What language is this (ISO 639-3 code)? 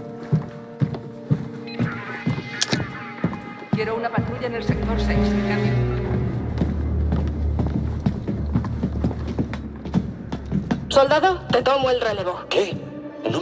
spa